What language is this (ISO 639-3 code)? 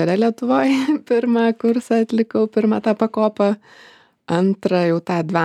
lit